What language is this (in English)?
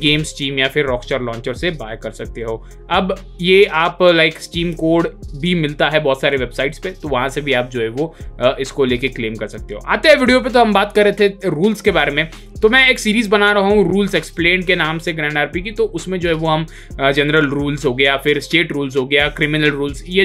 Hindi